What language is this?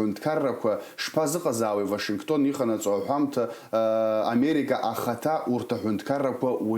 Abkhazian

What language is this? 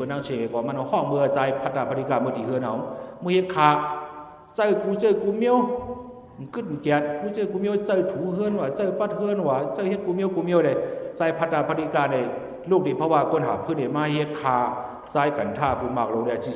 Shan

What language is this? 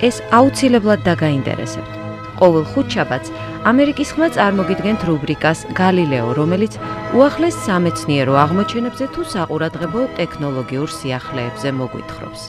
Georgian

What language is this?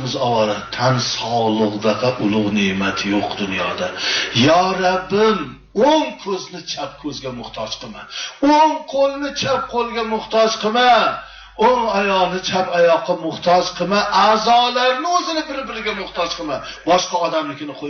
Uzbek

